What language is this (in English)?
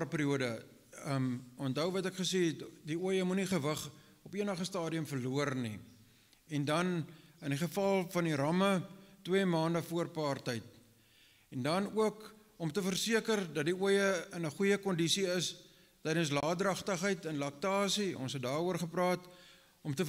Afrikaans